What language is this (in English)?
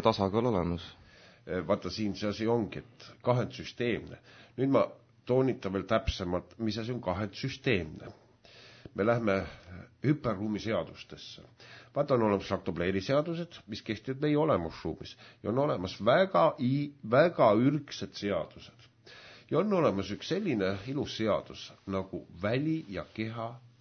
Estonian